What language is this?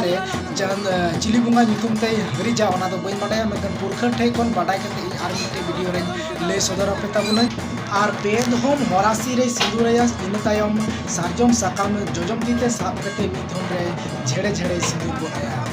Santali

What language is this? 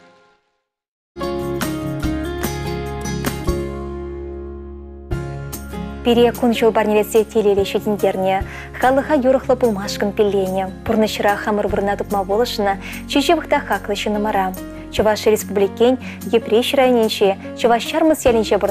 Chuvash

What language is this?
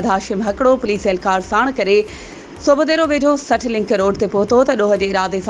Sindhi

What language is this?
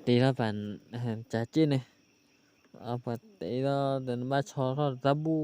S'gaw Karen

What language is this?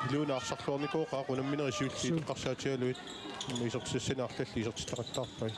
Kalaallisut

